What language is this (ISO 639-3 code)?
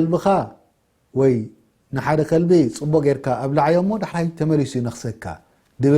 tir